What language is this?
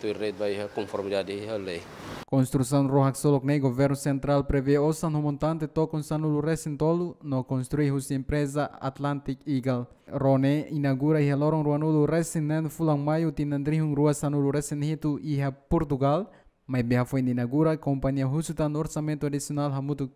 Tetum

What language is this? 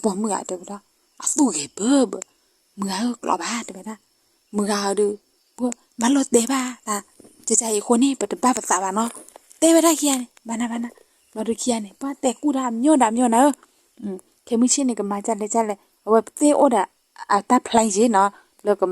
S'gaw Karen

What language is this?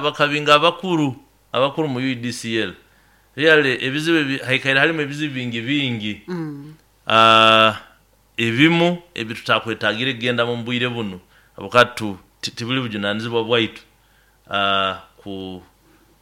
Nyoro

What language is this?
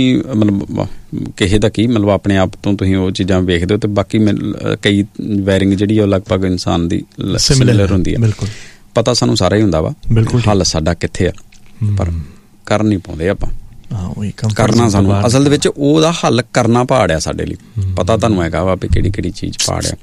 Punjabi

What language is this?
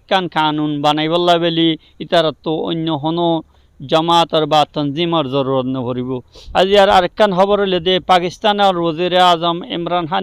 Rohingya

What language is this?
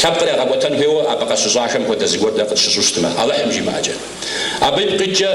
Kabardian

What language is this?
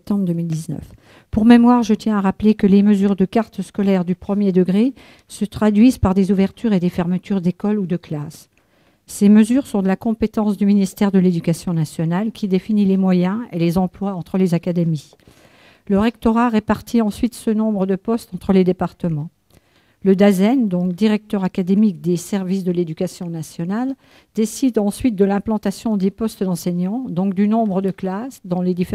French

